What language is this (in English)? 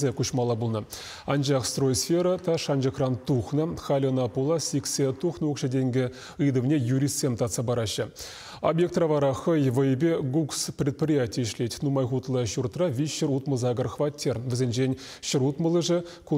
Chuvash